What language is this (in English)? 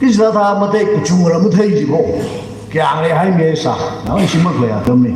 Tangkhul Naga (India)